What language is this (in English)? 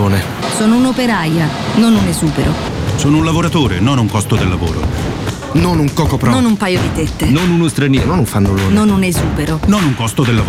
Italian